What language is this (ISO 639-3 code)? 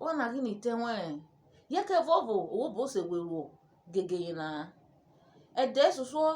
urh